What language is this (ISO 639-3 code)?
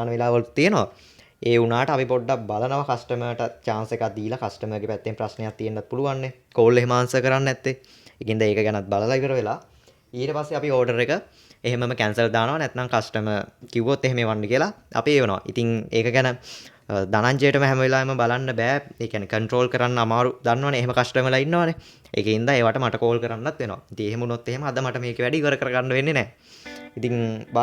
sin